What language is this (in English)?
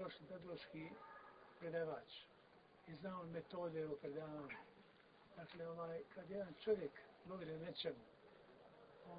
Bosnian